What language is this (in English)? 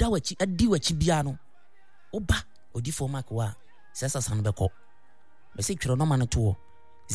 Akan